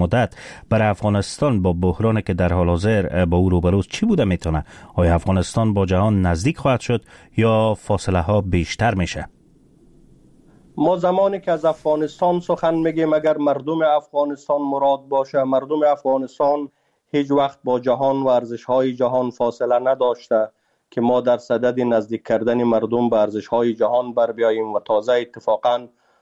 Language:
Persian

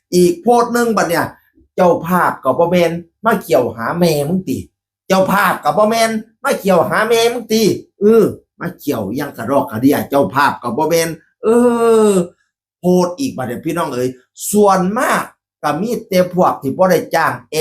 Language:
Northeastern Thai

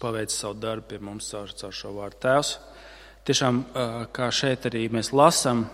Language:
Latvian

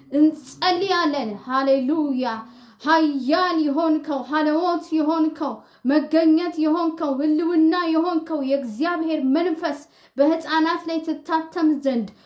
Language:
Amharic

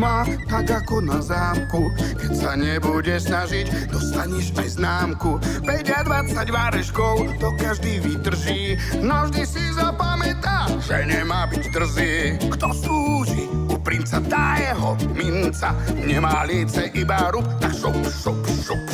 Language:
Slovak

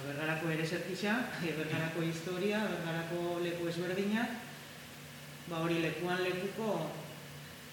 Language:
Basque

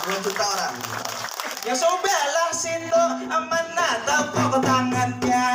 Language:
Banjar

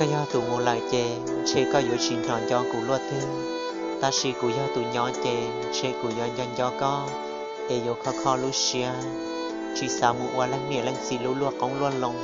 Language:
Hmong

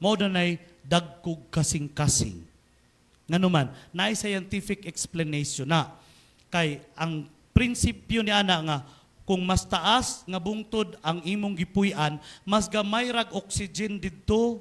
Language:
Cebuano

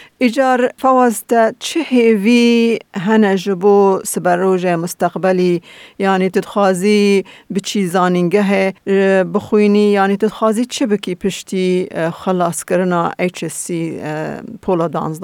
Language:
Kurdish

